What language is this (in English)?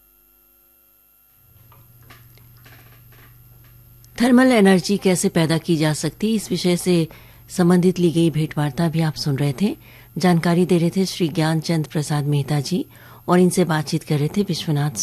Hindi